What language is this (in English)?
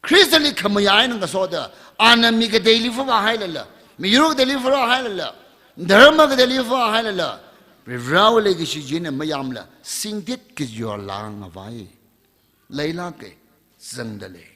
Tangkhul Naga (India)